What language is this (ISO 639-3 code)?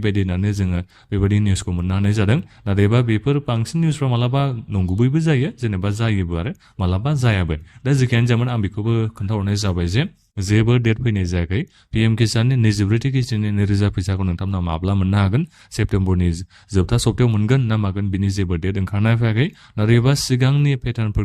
brx